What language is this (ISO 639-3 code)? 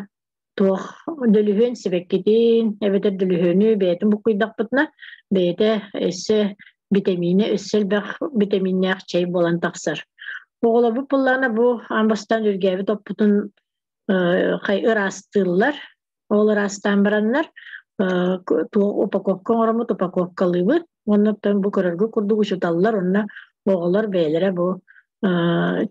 sah